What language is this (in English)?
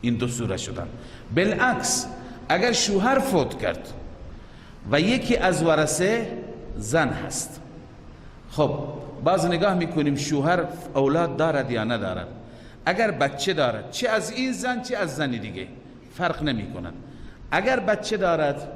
Persian